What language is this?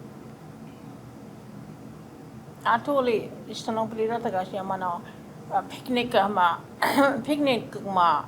Choctaw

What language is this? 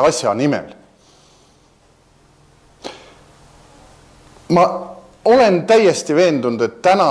Estonian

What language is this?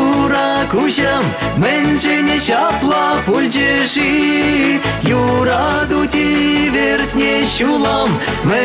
Chuvash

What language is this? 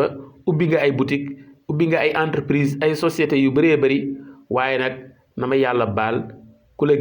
Wolof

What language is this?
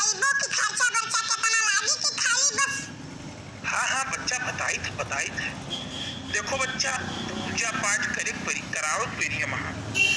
Awadhi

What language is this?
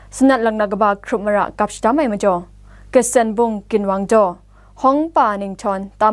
Kachin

